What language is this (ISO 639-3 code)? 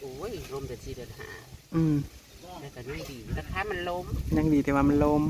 tts